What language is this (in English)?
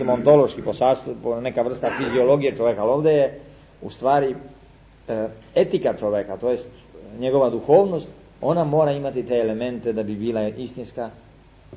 Serbian